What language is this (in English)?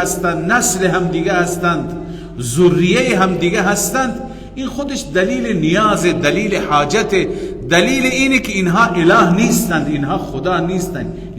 Persian